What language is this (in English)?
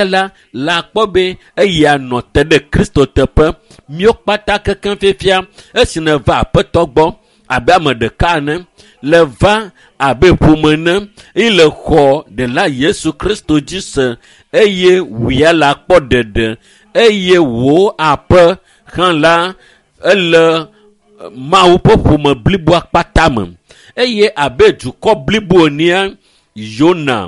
Ewe